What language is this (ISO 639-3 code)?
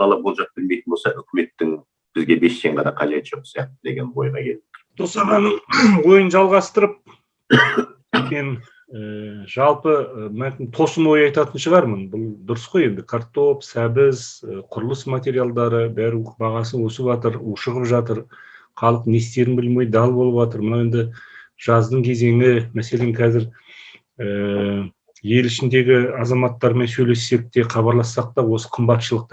kaz